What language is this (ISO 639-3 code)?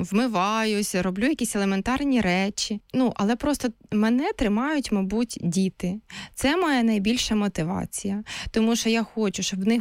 ukr